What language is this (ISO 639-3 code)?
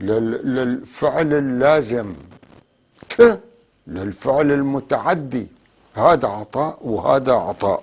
apc